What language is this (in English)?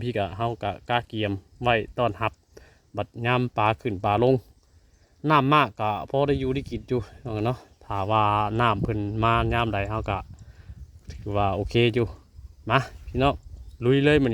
Northeastern Thai